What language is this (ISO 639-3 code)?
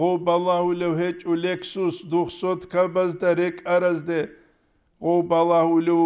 ava